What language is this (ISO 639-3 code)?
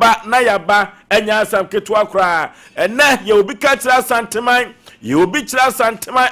aka